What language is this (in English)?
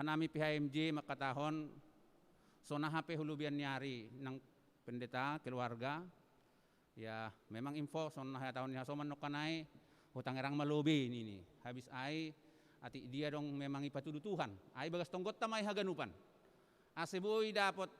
Batak Simalungun